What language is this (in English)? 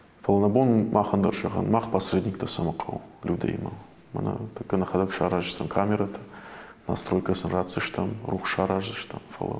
Ossetic